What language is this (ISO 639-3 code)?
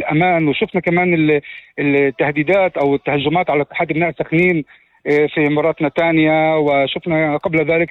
apc